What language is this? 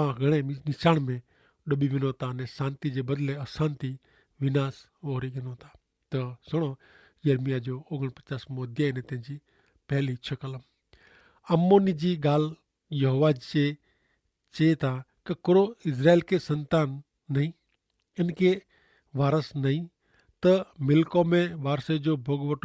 Kachhi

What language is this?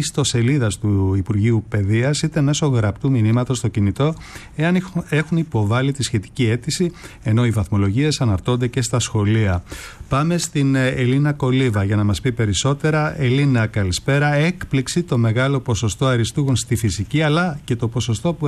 Greek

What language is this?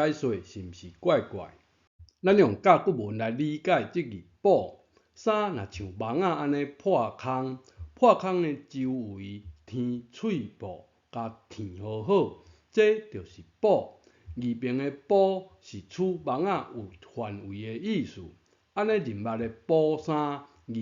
Min Nan Chinese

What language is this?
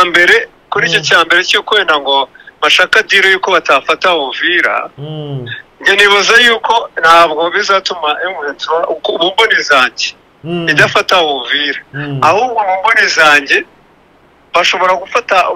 Kinyarwanda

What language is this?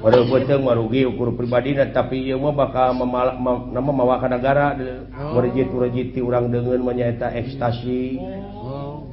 Sundanese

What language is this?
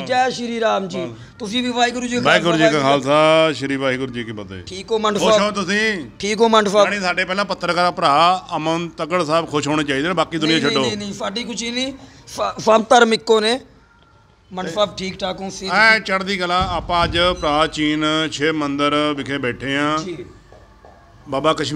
Punjabi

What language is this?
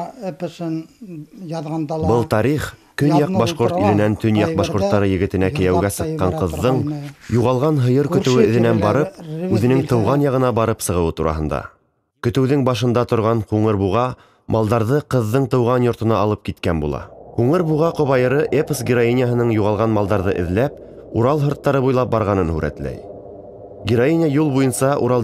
Bashkir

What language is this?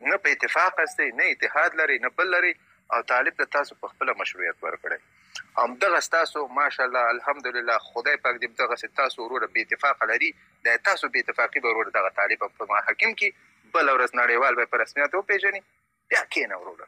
Pashto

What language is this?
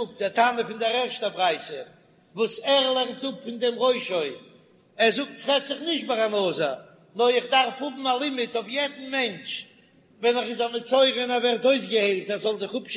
Yiddish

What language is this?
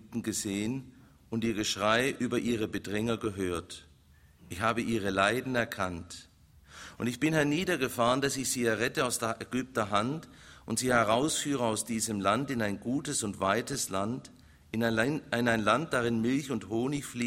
German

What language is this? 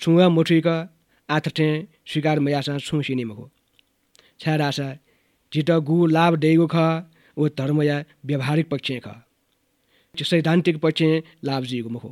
Newari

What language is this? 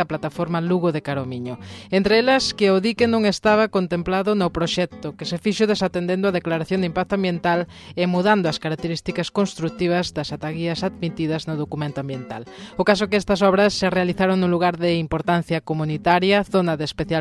Galician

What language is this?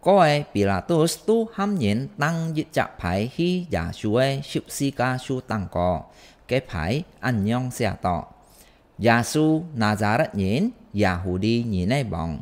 Hakka Chinese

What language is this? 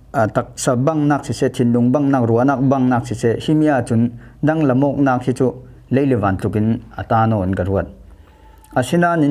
Falam Chin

